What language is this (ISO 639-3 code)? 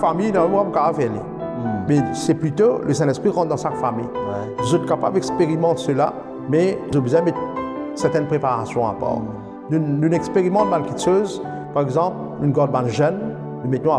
mfe